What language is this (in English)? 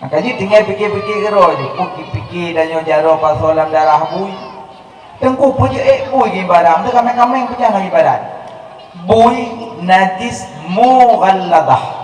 Achinese